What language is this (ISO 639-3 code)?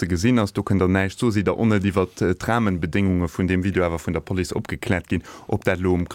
ltz